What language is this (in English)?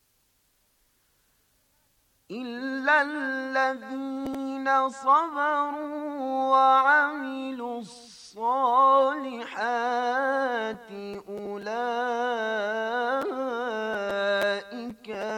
Spanish